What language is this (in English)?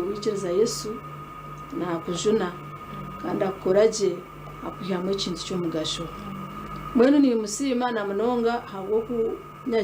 Nyankole